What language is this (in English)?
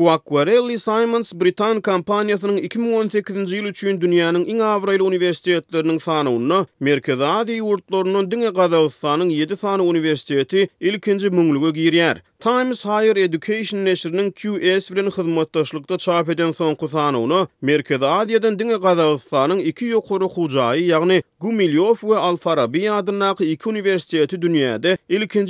Turkmen